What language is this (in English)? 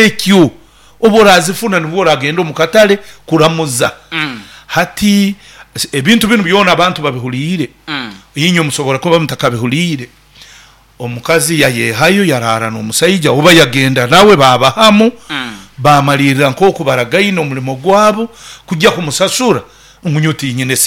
Nyoro